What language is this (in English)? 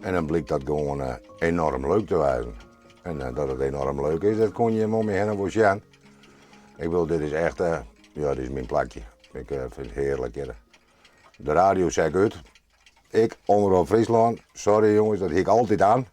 Western Frisian